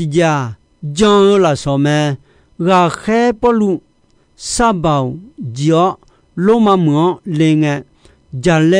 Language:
Akha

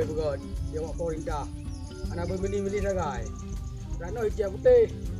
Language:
Achinese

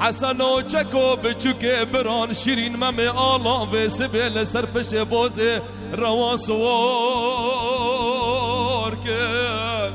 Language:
Kurdish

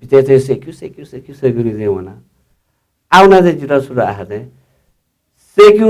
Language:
Newari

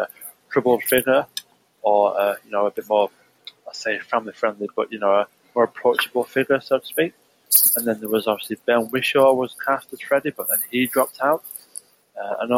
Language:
English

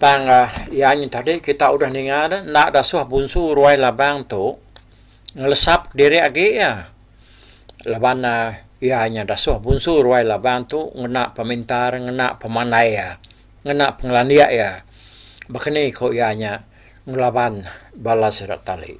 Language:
Iban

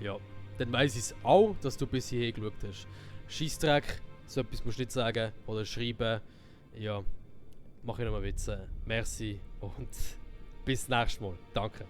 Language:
Swiss German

